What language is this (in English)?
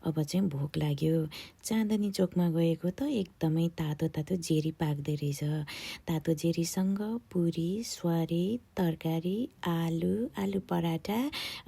Nepali